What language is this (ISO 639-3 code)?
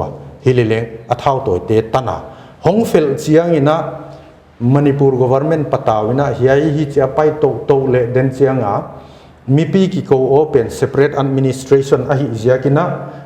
pck